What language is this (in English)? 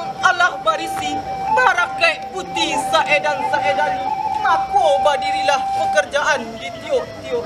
Minangkabau